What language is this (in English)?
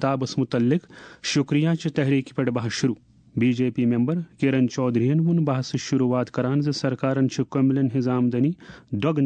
Kashmiri